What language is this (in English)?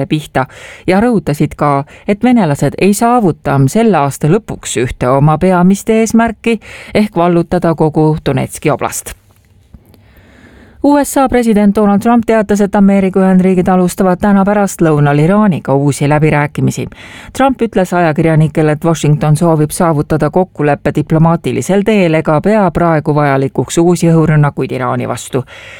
Estonian